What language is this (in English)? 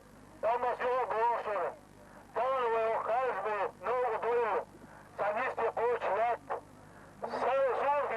Chechen